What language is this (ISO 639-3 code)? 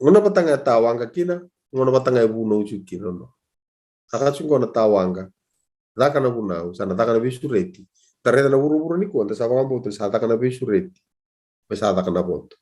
fij